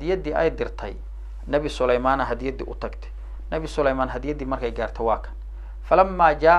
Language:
Somali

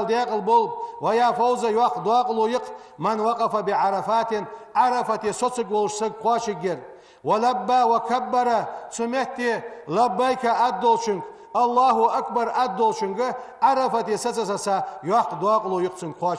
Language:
Ingush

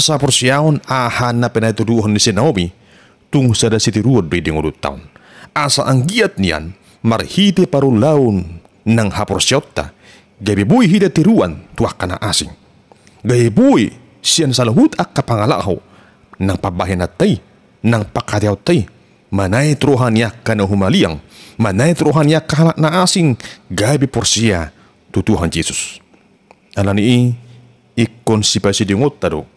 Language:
Batak Toba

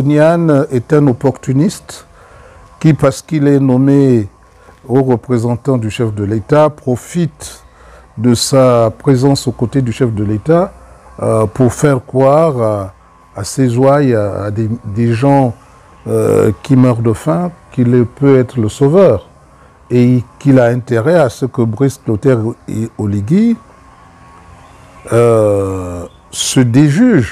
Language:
French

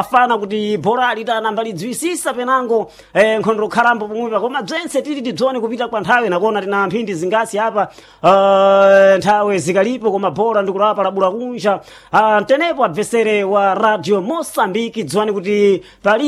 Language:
Sena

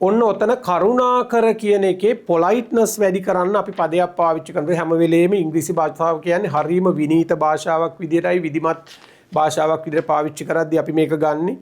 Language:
Sinhala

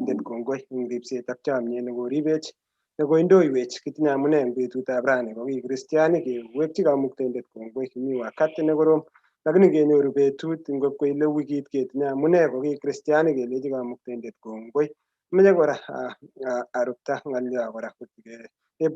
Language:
Kalenjin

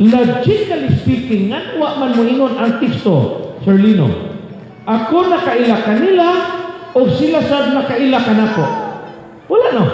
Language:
Cebuano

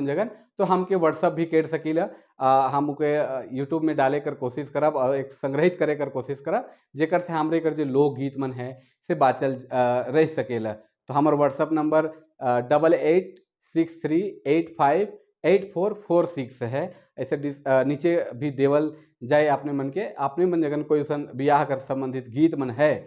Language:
Sadri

